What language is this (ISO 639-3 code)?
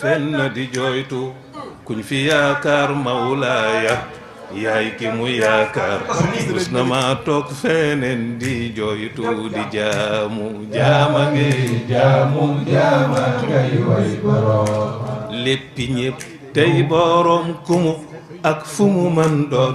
wol